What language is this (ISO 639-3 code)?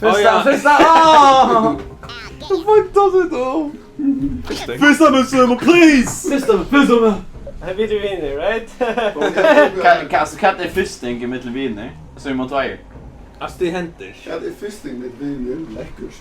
fao